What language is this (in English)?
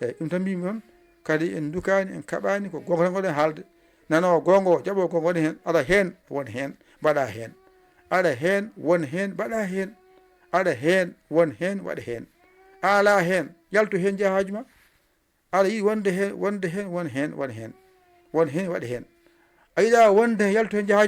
Fula